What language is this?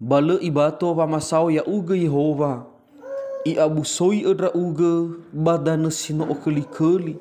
Nias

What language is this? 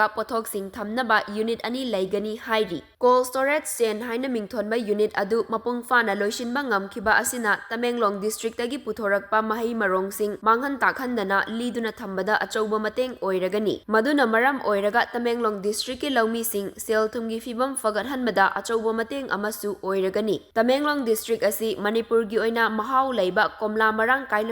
Manipuri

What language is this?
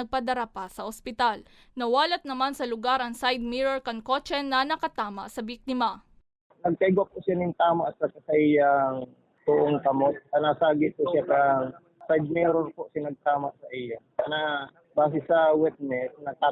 Bikol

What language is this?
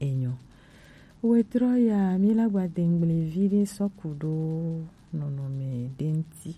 Gen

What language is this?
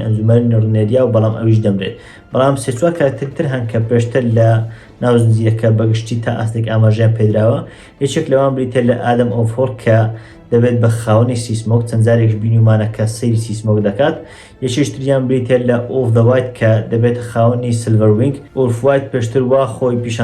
Central Kurdish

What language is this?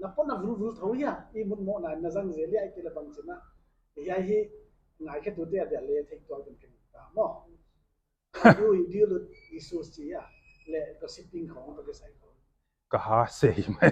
Paite Chin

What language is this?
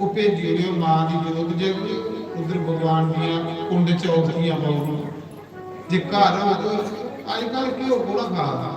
Dogri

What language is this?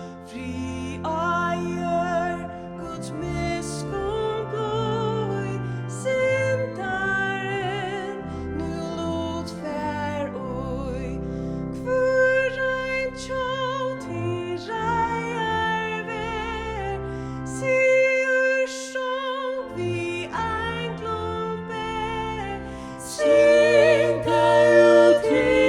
Faroese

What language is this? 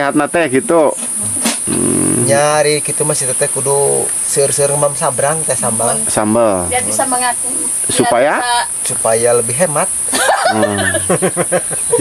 Sundanese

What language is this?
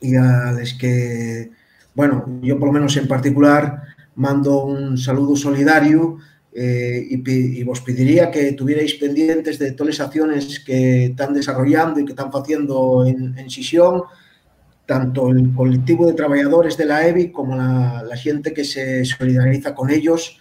Asturian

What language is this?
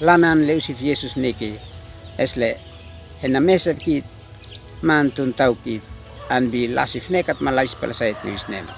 Uab Meto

